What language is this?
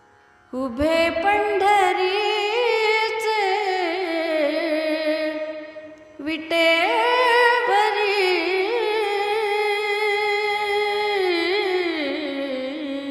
Marathi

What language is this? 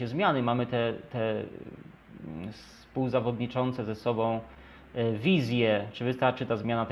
Polish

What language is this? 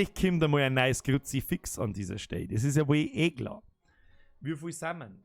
Bavarian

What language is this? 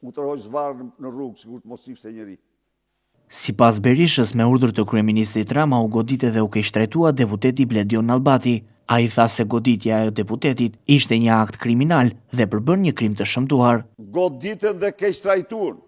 Albanian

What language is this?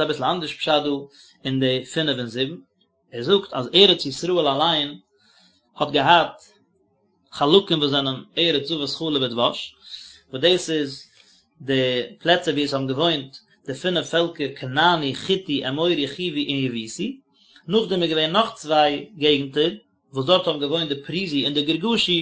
Yiddish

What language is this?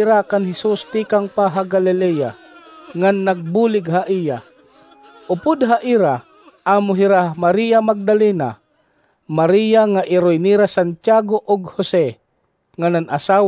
Waray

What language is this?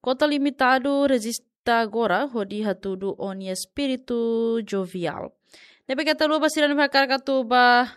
Tetum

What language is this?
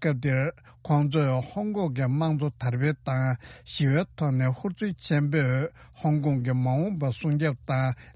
Tibetan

